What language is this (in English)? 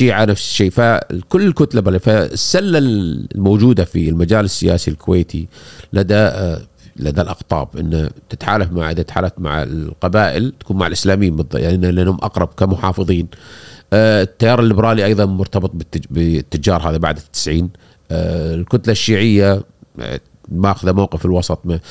Gulf Arabic